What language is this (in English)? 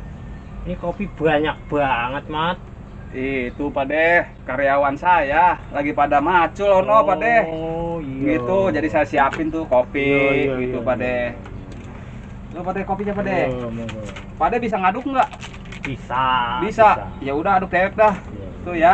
Betawi